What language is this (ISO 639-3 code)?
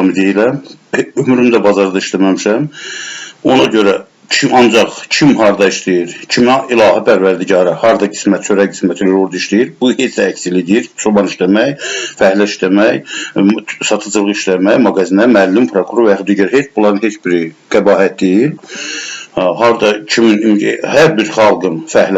aze